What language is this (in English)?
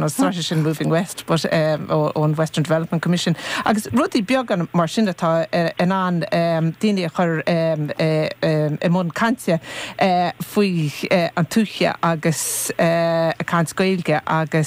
Irish